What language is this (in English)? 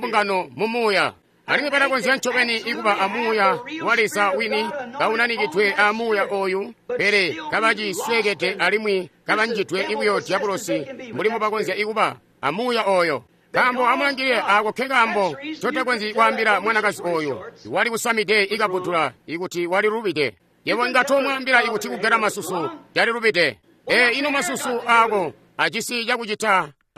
Tonga (Zambia)